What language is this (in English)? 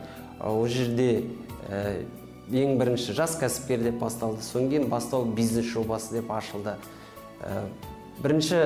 Kazakh